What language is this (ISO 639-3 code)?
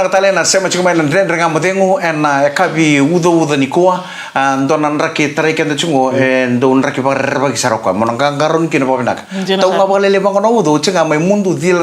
fij